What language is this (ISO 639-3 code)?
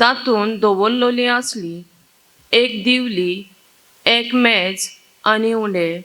kok